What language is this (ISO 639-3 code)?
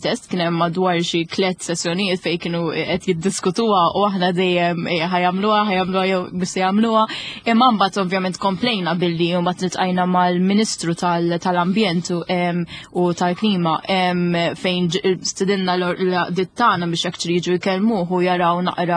mlt